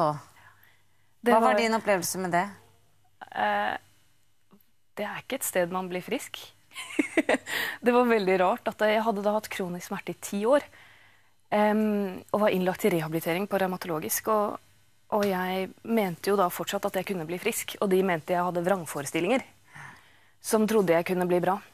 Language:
Norwegian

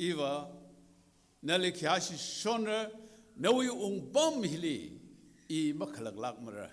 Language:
Tangkhul Naga (India)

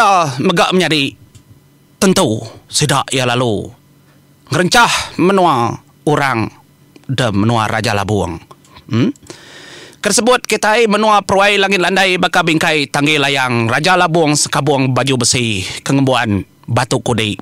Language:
Iban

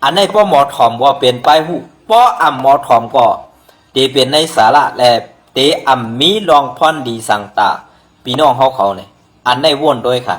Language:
Shan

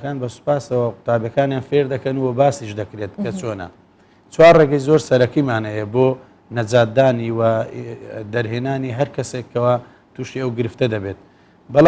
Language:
Central Kurdish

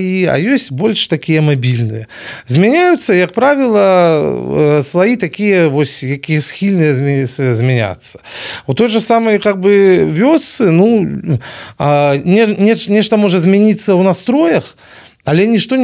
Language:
Belarusian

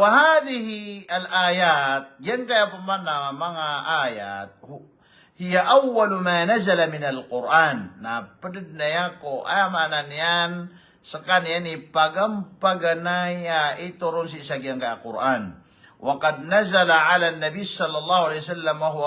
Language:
Maranao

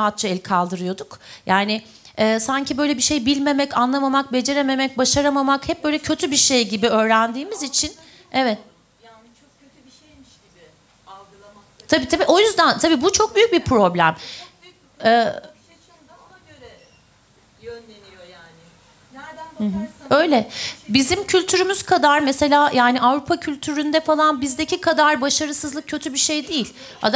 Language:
Turkish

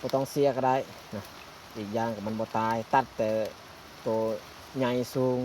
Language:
Lao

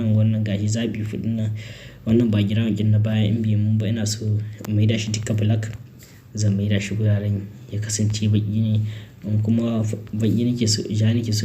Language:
Hausa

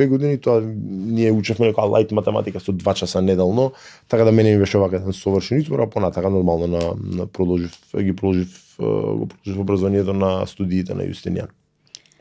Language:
Macedonian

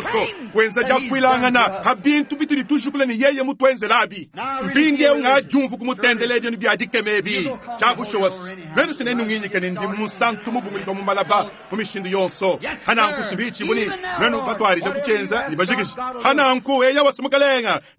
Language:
Luba-Lulua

